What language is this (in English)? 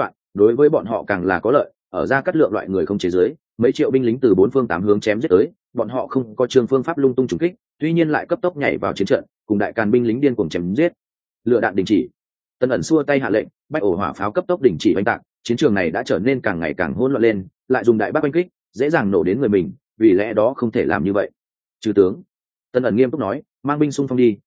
Vietnamese